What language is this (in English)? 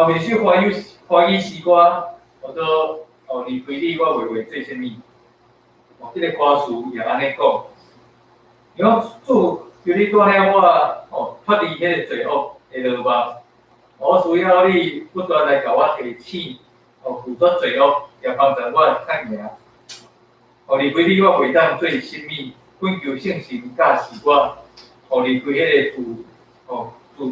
Min Nan Chinese